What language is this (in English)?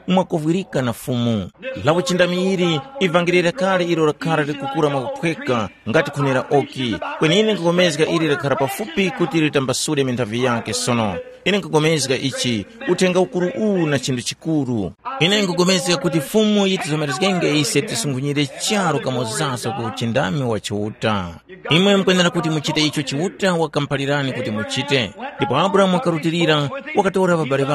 Tumbuka